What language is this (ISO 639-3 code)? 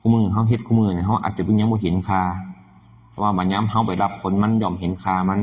tts